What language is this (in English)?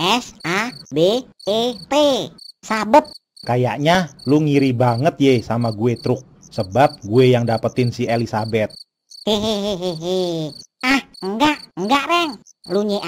Betawi